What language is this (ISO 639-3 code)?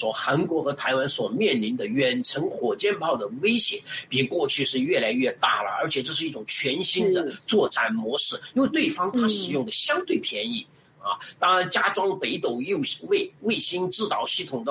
zho